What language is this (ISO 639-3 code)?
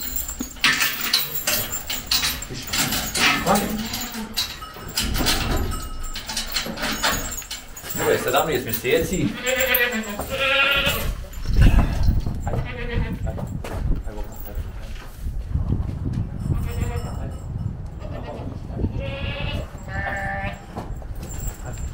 bos